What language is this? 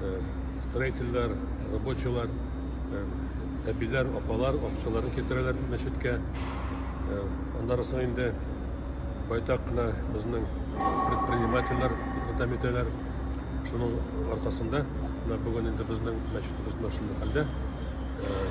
Tatar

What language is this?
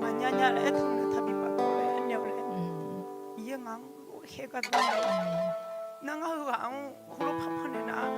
Akha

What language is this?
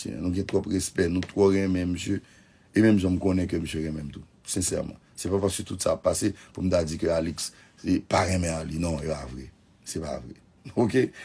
Haitian Creole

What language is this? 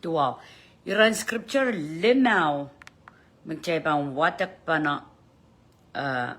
Pohnpeian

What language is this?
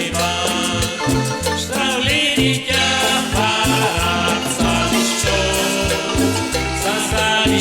Kekchí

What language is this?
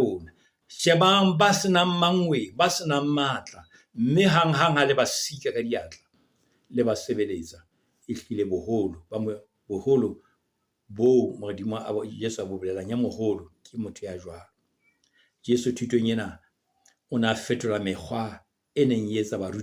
Southern Sotho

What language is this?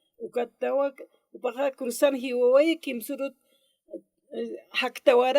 Aymara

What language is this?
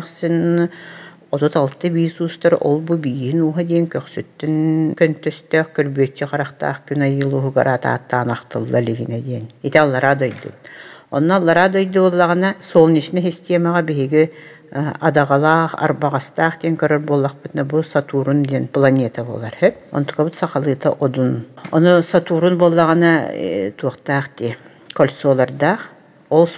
Yakut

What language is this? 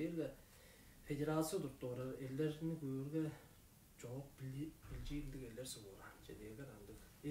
Tuvinian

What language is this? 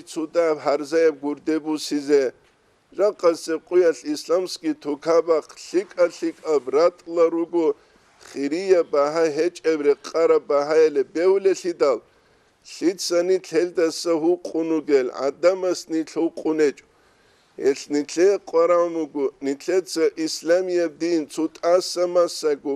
Avaric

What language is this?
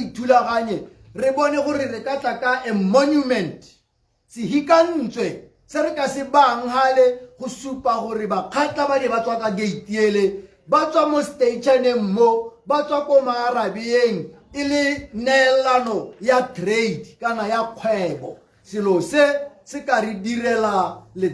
Tswana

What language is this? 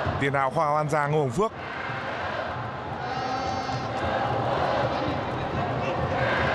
Vietnamese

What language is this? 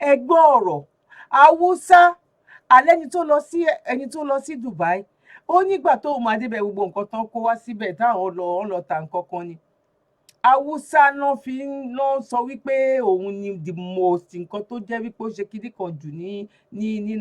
Yoruba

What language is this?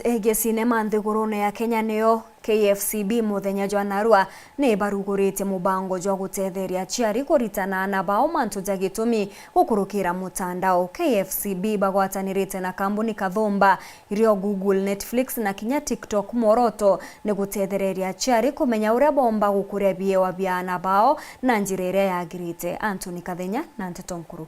Meru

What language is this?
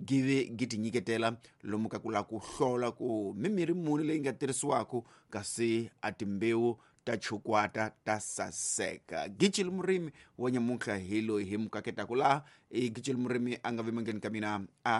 Tsonga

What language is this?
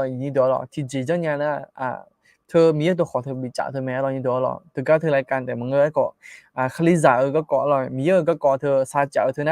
Akha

